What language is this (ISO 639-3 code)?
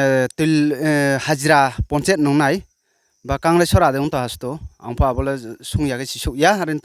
ria